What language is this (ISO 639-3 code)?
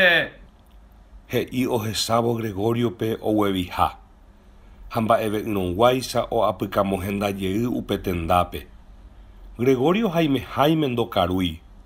grn